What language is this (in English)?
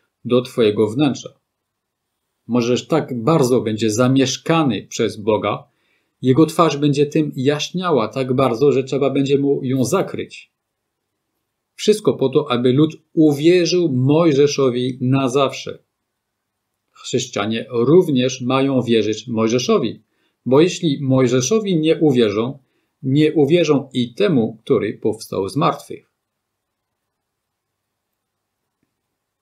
Polish